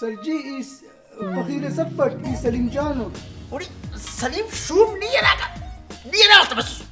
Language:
Brahui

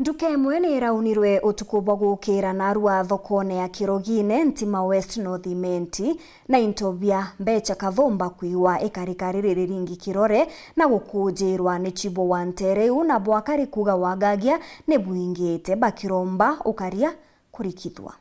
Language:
Meru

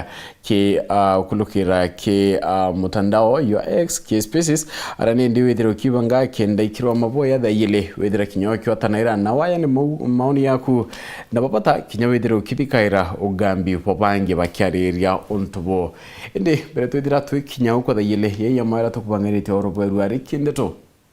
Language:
Meru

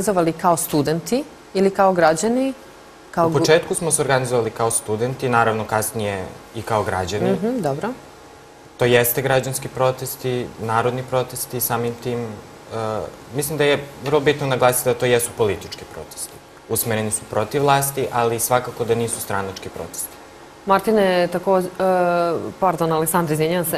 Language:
Serbian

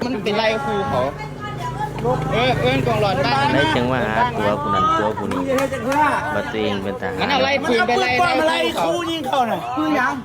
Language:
Lao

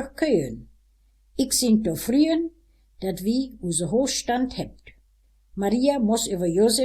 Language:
Westphalien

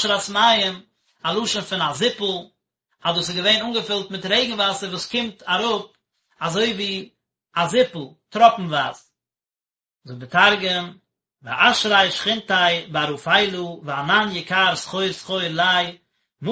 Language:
Yiddish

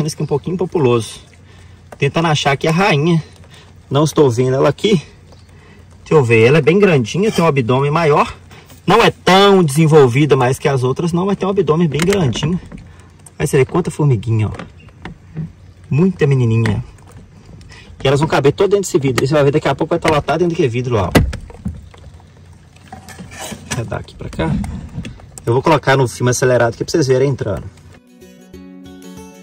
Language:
Portuguese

